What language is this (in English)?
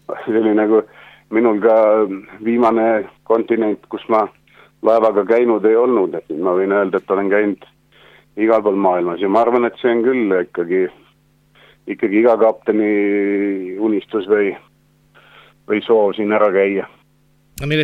Estonian